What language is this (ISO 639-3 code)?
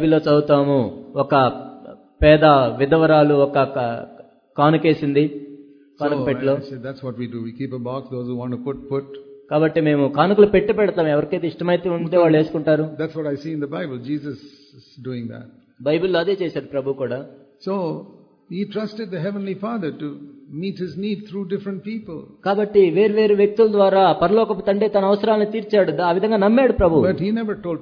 tel